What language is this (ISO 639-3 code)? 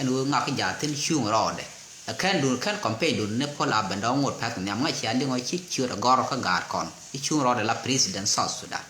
nus